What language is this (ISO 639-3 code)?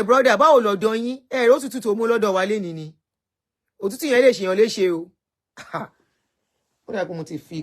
yor